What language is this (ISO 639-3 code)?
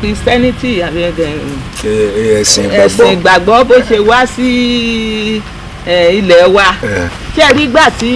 yor